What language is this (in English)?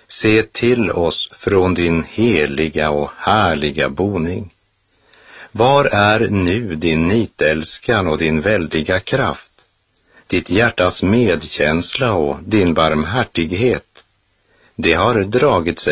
Swedish